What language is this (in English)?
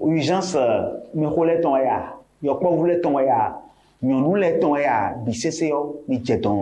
Fon